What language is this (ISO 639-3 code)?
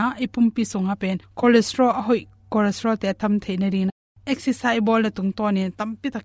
ctd